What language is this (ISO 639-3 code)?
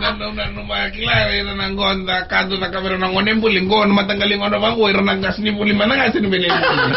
fij